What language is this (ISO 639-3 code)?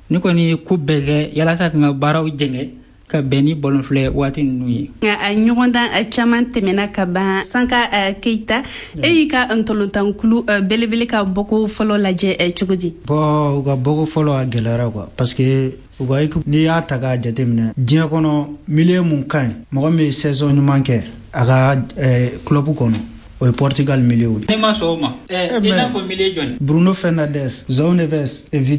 bam